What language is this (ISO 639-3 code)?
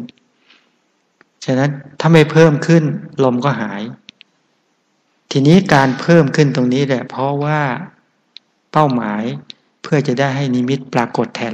tha